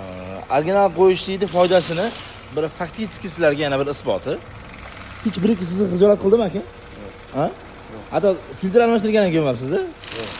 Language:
Uzbek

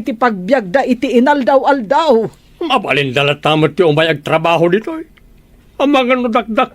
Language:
Iloko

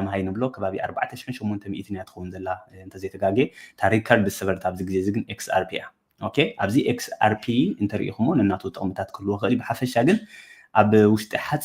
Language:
Tigrinya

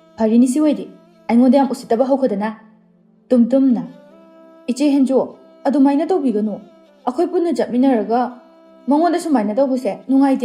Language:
Manipuri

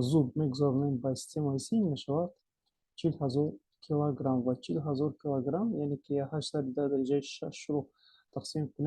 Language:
Tajik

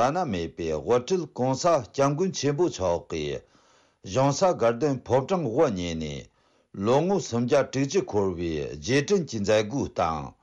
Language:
Tibetan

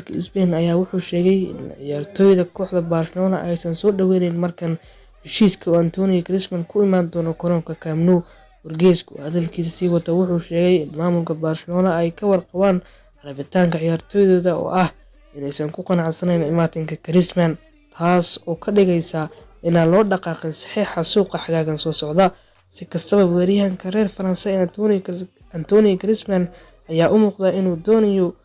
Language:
Somali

